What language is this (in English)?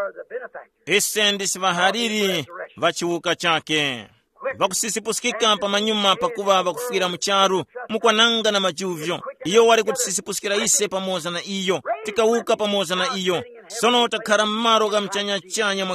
Tumbuka